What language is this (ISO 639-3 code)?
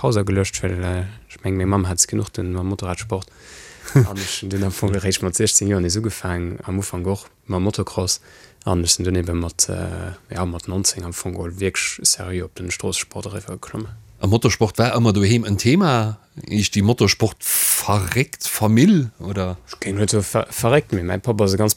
ltz